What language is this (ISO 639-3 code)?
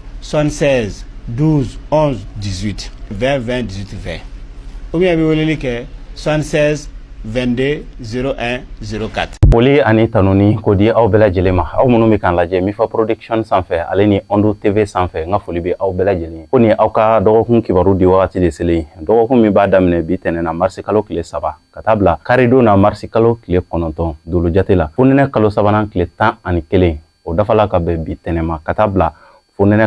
bam